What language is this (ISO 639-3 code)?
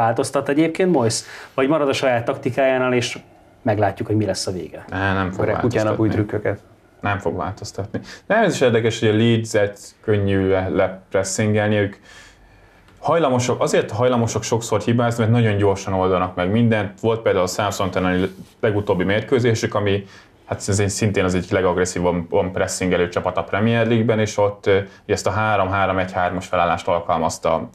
hun